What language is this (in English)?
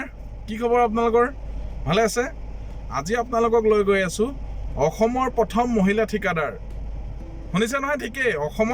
Assamese